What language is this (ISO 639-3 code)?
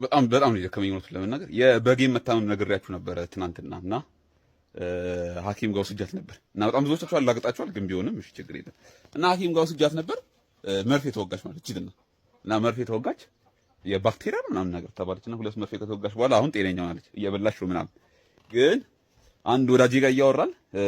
amh